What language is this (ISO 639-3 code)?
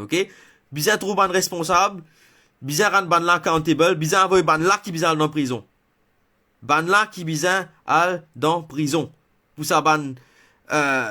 mfe